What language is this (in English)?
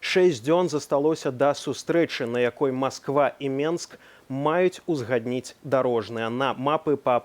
Belarusian